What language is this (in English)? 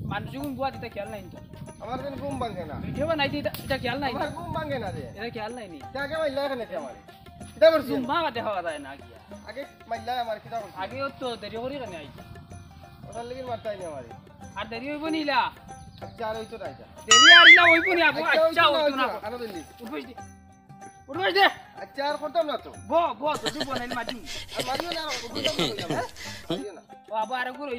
Sylheti